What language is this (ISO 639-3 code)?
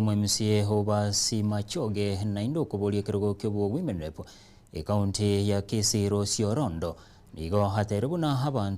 guz